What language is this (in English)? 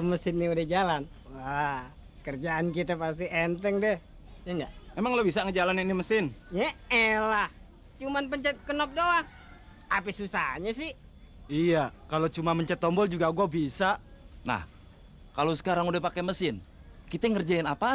Betawi